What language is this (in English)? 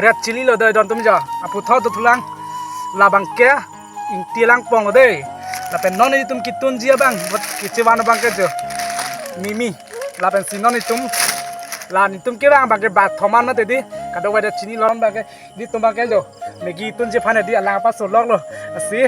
Karbi